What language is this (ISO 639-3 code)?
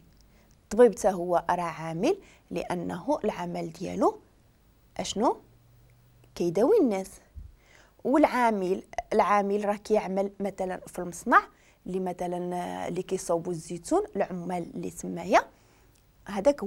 ary